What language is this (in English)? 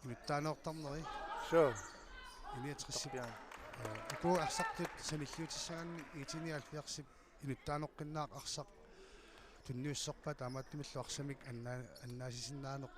Kalaallisut